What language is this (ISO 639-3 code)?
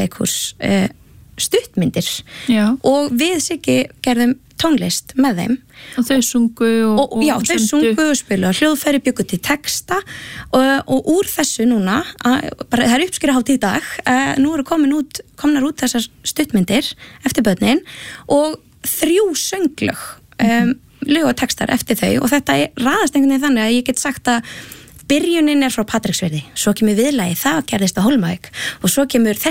isl